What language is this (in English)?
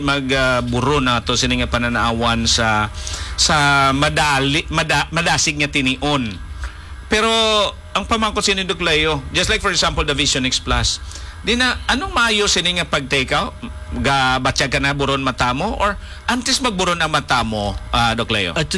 Hiligaynon